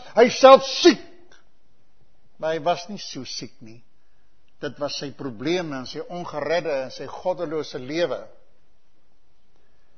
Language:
Afrikaans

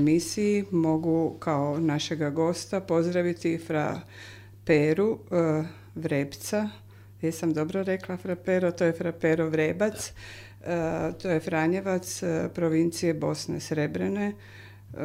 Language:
Croatian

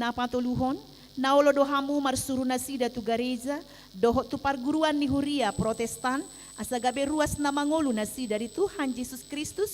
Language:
Batak Toba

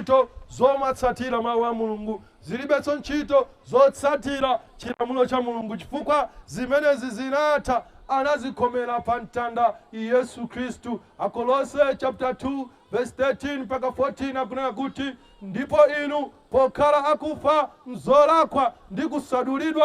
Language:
Nyanja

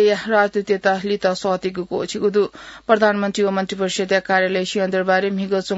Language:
Newari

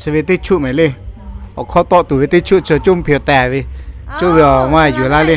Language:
Lahu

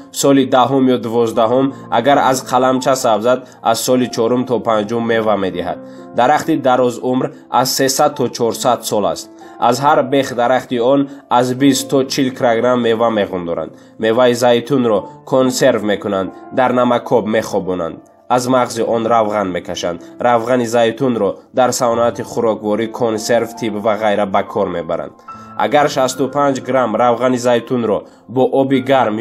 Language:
Tajik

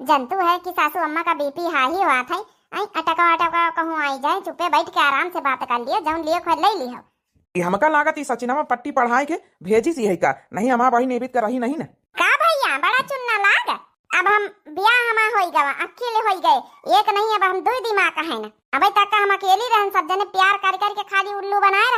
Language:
Awadhi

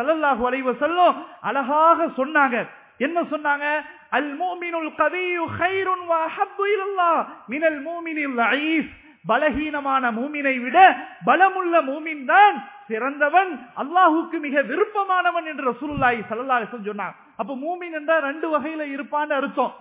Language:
Tamil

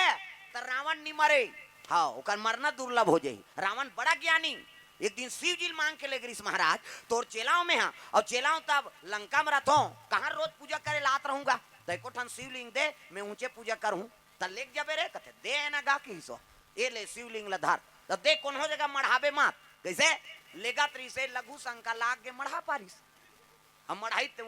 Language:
Chhattisgarhi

